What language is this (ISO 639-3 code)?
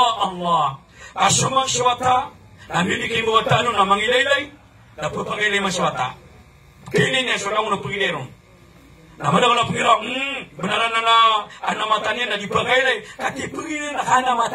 mrw